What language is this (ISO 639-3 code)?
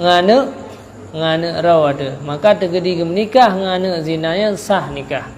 ace